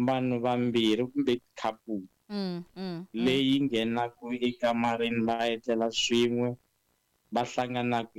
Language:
Tsonga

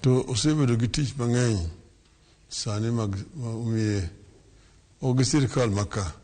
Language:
Luo (Kenya and Tanzania)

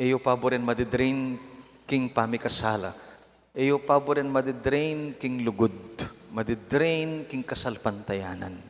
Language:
Pampanga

